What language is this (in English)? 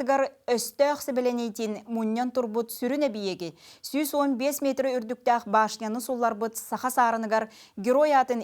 Yakut